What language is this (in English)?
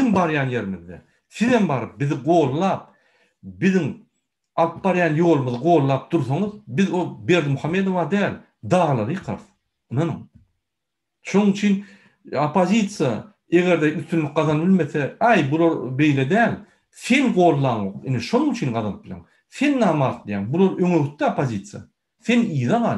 Turkmen